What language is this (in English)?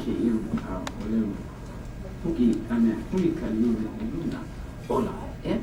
Hawaiian